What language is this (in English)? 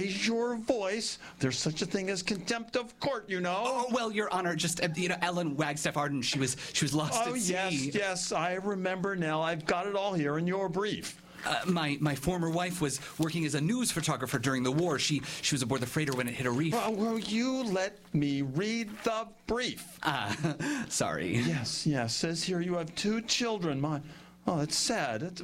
English